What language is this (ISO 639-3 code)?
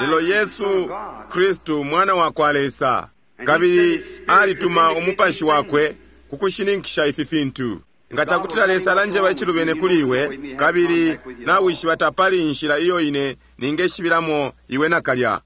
bem